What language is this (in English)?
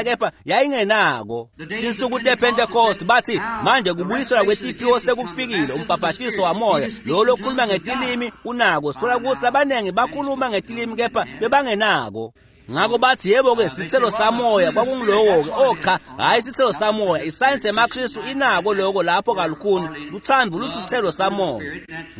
Swati